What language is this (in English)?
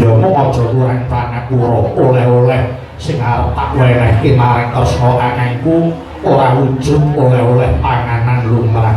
Javanese